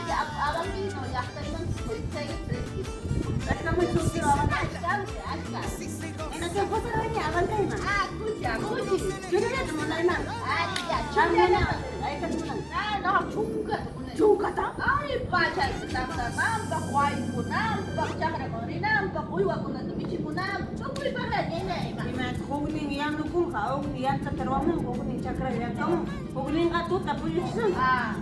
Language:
Ayacucho Quechua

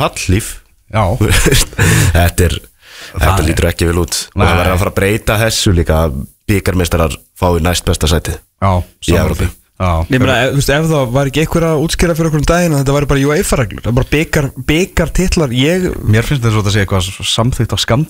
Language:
Icelandic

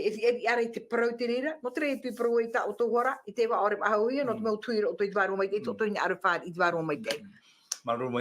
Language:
Tahitian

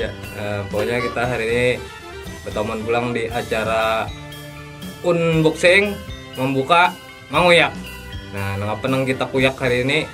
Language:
Banjar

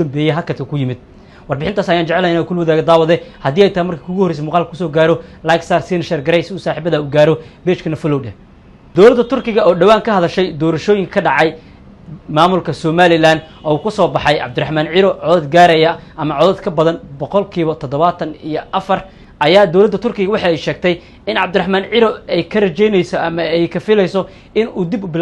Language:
Somali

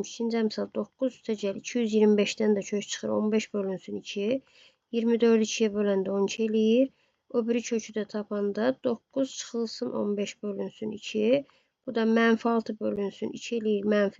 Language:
Azerbaijani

